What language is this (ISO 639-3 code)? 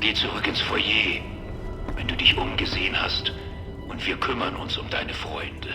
bar